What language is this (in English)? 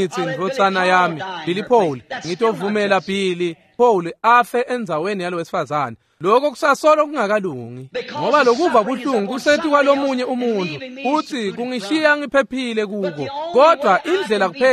Swati